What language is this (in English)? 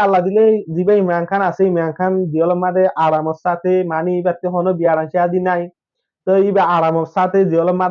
Rohingya